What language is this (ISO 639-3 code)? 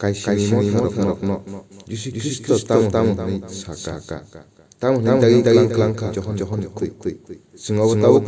trp